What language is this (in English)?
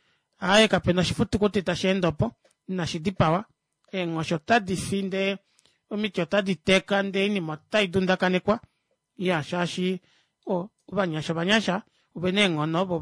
Kuanyama